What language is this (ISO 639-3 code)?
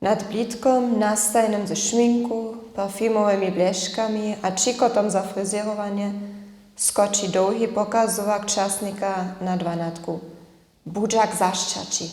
hsb